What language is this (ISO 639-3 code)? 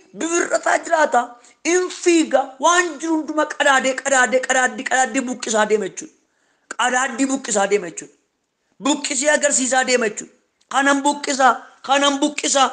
orm